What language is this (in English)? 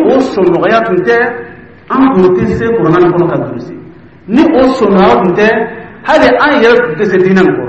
Dyula